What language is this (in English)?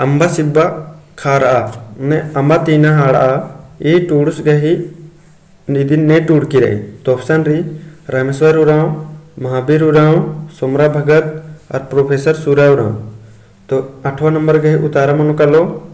Kurukh